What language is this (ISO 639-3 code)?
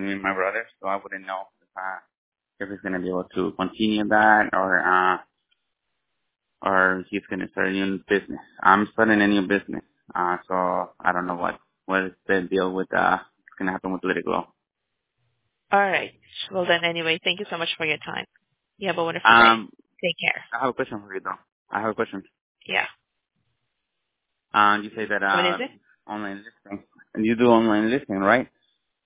eng